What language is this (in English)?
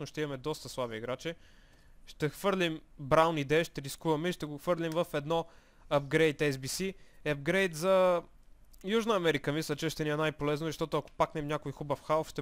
Bulgarian